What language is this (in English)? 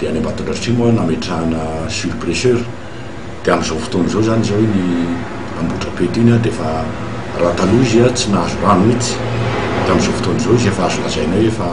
Malagasy